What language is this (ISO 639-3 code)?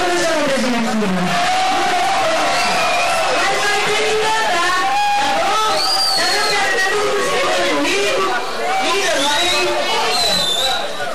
por